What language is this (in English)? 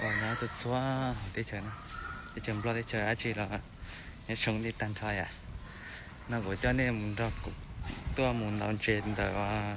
Hmong